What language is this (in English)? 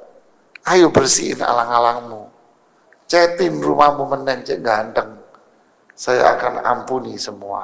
Indonesian